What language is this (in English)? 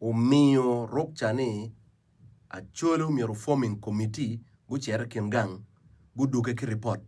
Acoli